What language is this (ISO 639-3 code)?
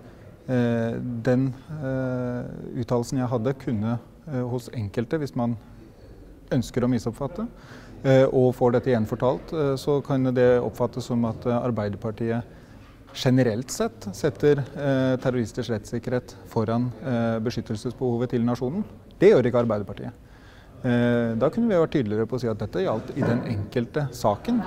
nor